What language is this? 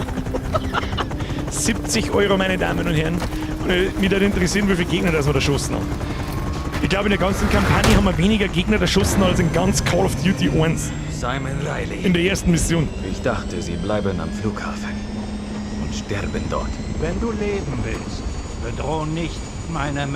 Bavarian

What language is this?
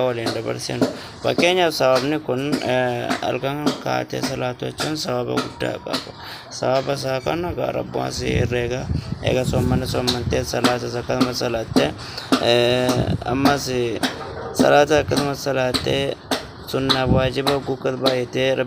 Oromo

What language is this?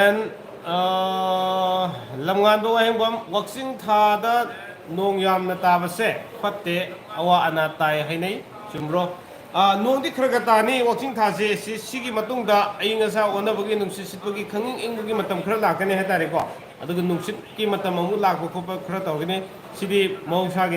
Manipuri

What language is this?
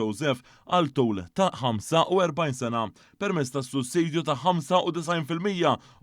Maltese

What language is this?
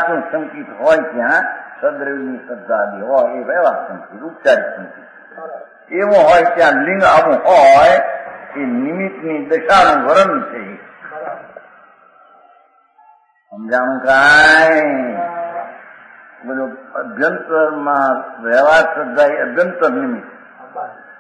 Gujarati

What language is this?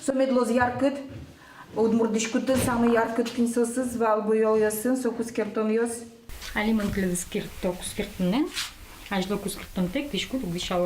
Udmurt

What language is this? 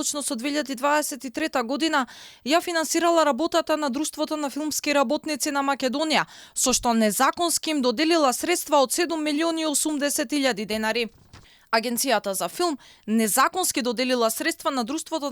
Macedonian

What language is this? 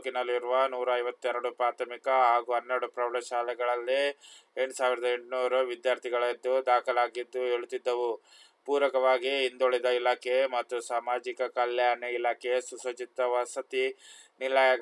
Kannada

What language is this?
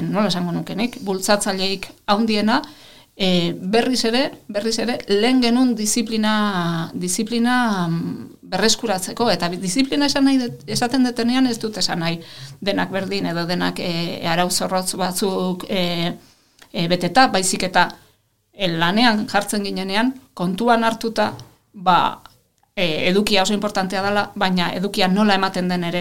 Basque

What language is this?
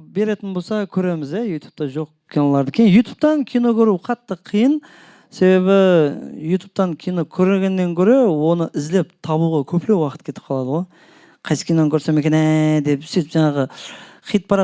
Kara-Kalpak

